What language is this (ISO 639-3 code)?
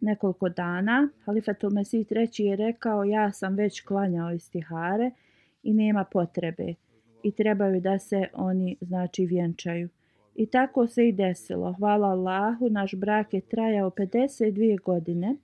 bos